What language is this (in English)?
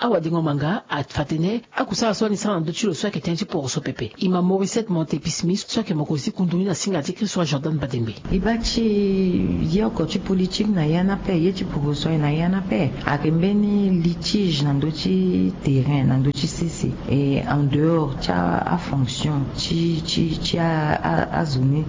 Sango